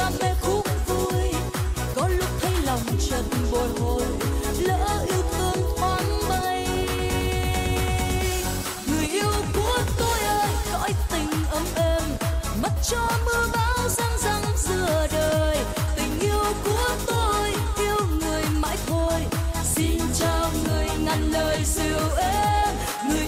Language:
Vietnamese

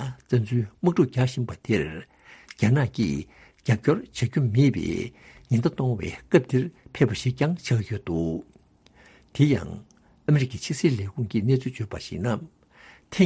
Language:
Tibetan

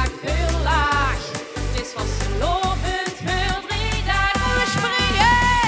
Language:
Limburgish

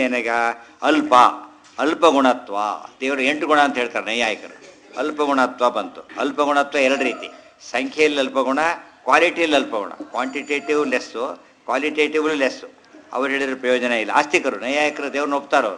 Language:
Kannada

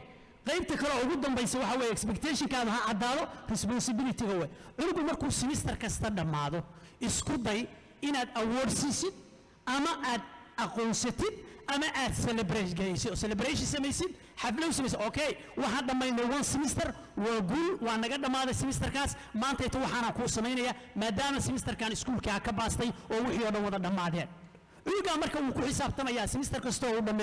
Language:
Somali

